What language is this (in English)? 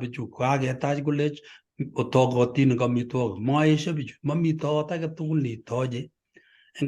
Kalenjin